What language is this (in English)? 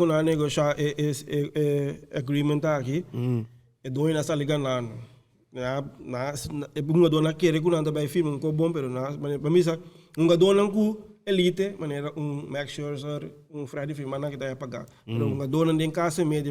Papiamento